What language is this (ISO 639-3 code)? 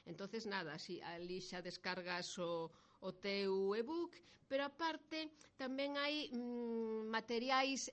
glg